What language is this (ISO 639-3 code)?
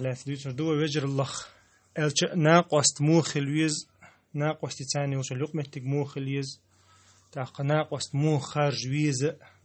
che